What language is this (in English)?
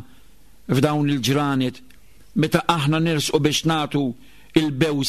Maltese